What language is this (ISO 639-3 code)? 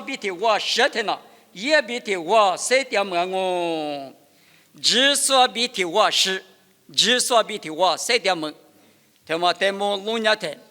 lis